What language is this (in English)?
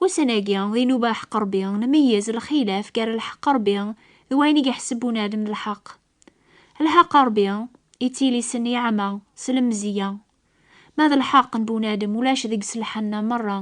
Kabyle